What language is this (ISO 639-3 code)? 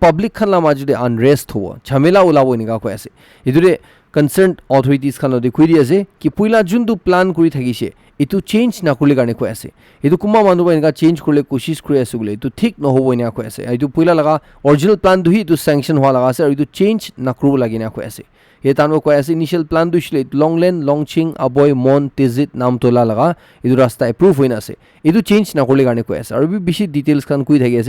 nag